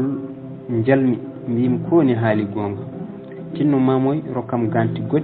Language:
Fula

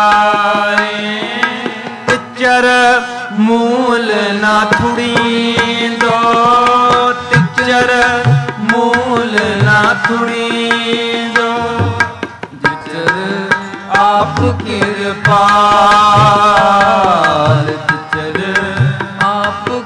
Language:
Punjabi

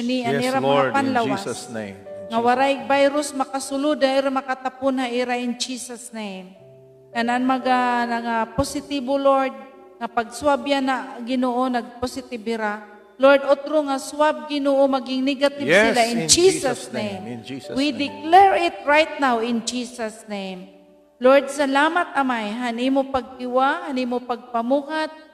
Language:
Waray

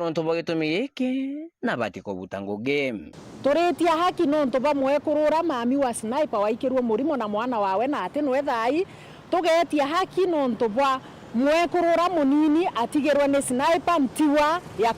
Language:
Meru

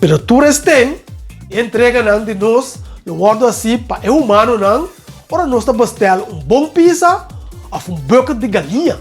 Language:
Papiamento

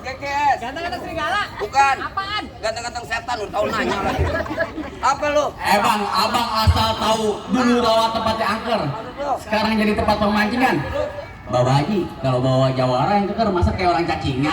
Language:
Betawi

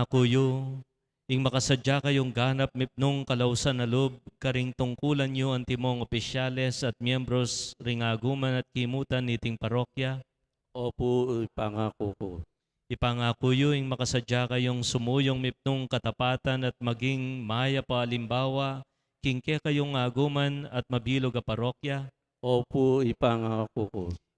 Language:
Pampanga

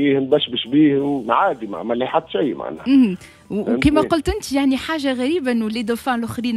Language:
Tunisian Arabic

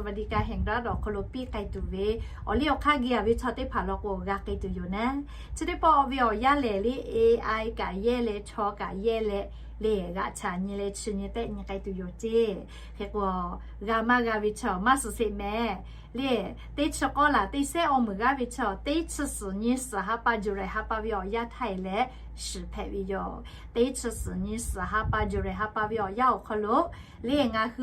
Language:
Lahu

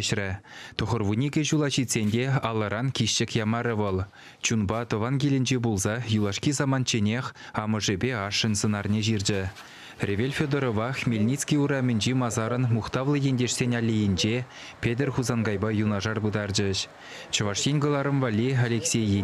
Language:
Chuvash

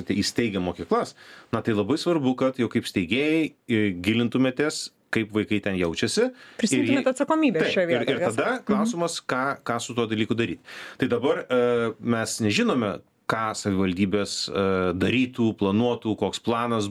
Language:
Lithuanian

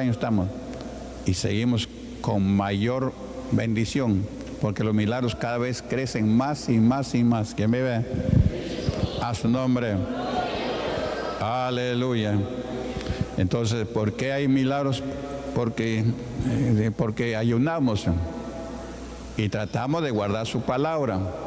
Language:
Spanish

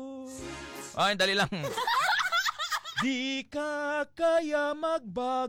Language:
Hiligaynon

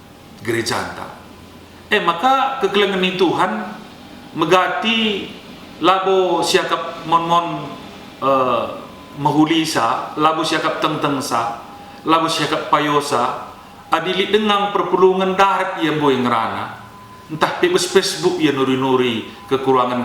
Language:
Batak Karo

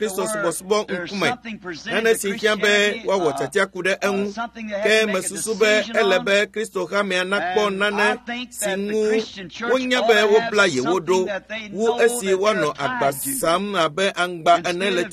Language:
Ewe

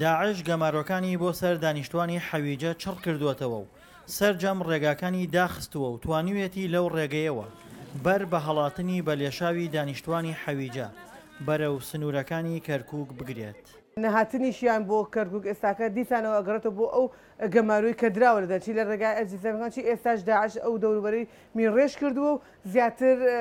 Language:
Central Kurdish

